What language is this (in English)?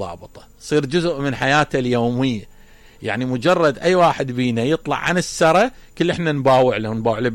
Mesopotamian Arabic